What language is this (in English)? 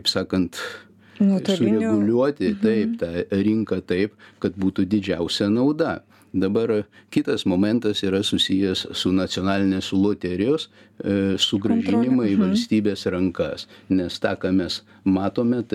Lithuanian